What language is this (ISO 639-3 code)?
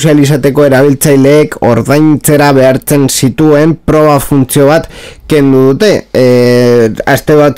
eus